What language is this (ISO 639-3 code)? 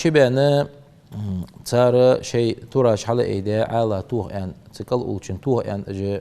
inh